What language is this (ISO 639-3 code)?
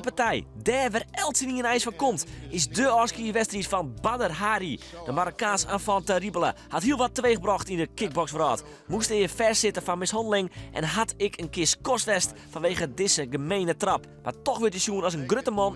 fry